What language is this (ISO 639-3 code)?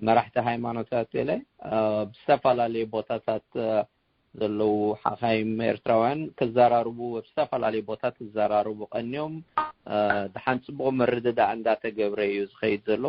tir